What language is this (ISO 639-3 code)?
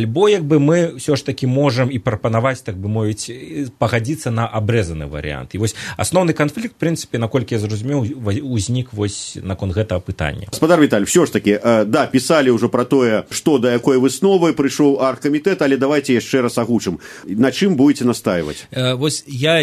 bel